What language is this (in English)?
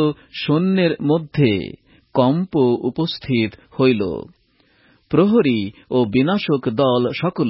Bangla